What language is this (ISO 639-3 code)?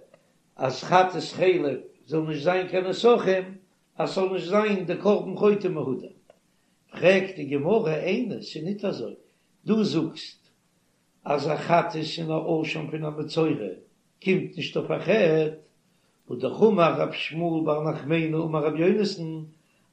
yid